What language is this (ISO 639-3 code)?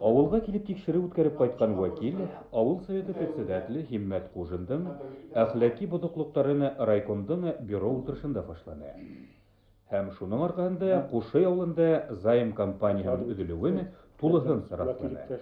bak